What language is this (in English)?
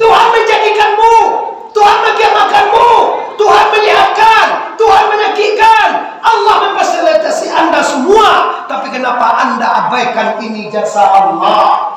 Minangkabau